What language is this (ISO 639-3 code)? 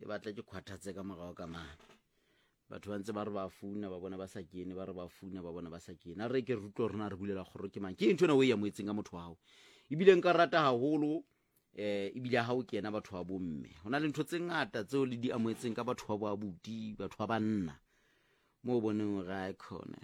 sot